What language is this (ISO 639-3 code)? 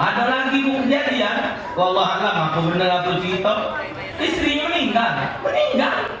mui